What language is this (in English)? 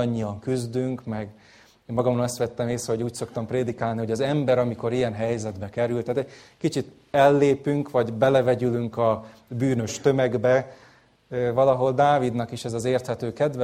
Hungarian